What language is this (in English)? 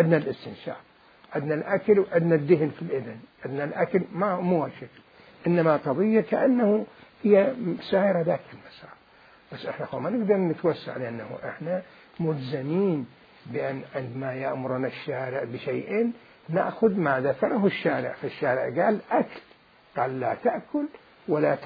Mesopotamian Arabic